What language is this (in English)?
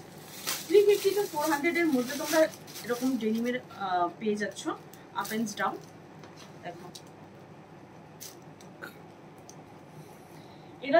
Bangla